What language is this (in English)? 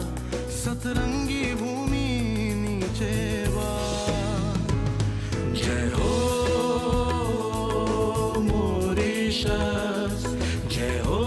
Bhojpuri